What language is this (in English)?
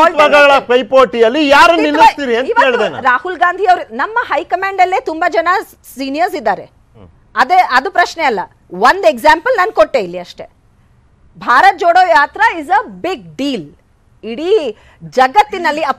Kannada